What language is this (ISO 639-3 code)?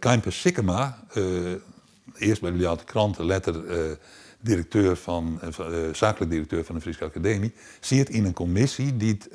fry